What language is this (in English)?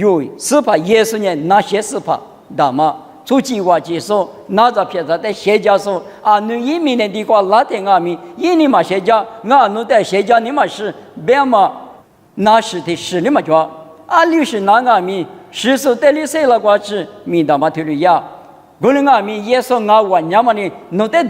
Lisu